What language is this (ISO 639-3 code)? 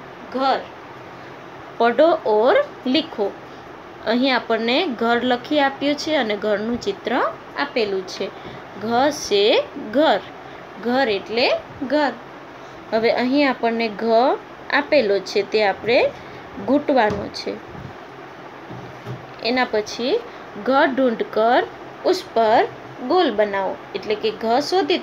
guj